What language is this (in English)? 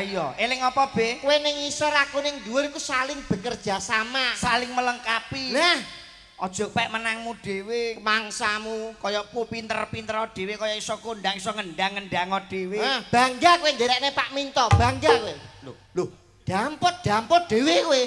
Javanese